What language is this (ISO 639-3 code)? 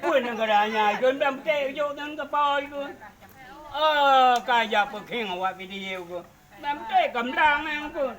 ace